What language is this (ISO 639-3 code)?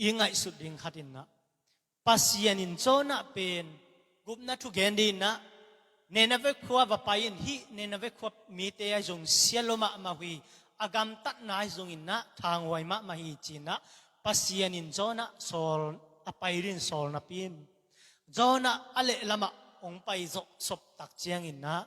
ctd